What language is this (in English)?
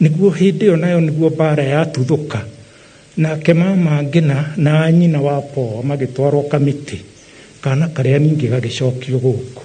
Kikuyu